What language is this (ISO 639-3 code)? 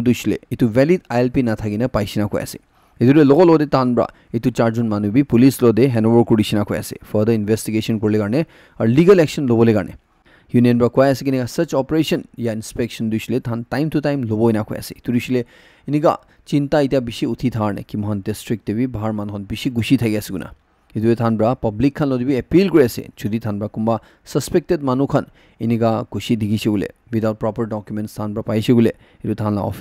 nag